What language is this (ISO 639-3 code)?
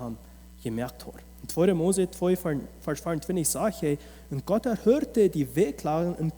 pdt